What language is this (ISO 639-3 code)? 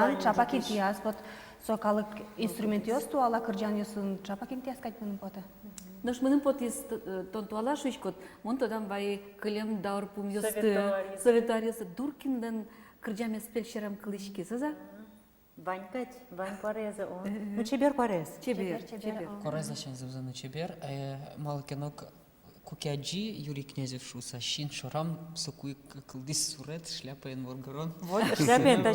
udm